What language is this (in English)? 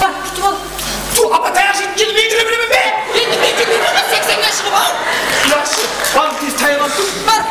Kara-Kalpak